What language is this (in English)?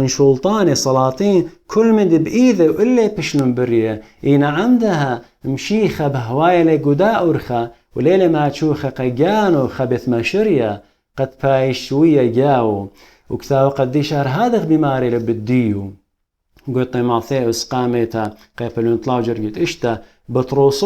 Assyrian Neo-Aramaic